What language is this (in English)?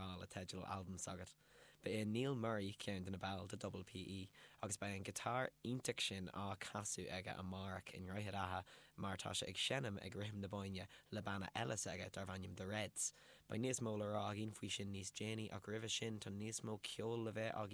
Irish